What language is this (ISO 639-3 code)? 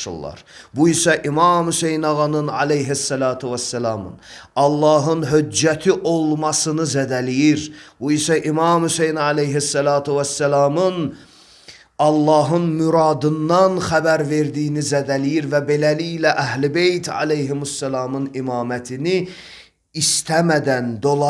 aze